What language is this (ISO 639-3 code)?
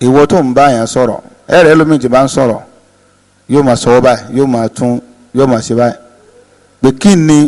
yor